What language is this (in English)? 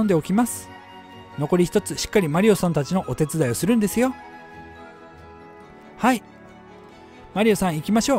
Japanese